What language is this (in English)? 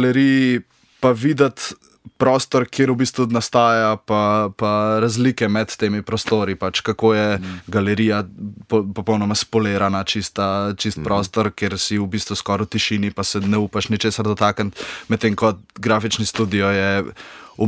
Slovenian